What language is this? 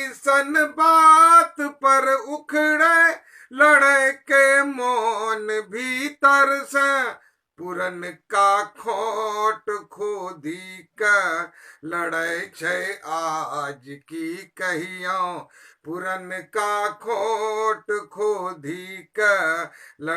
Angika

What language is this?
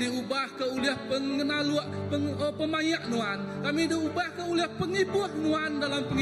Iban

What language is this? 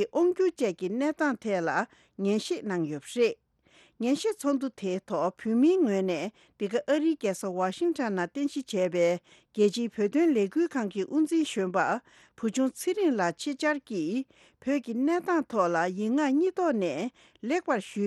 Tibetan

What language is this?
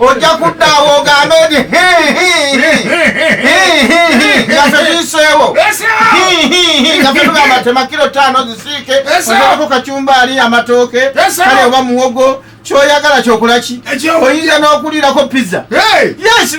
Ganda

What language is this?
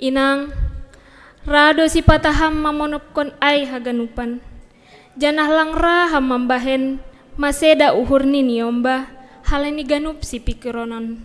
Batak Simalungun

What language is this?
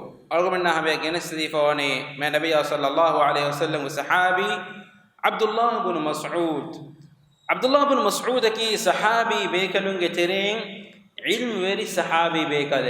Divehi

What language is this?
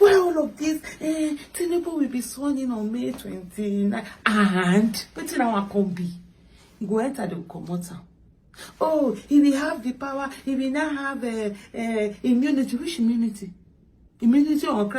Nigerian Pidgin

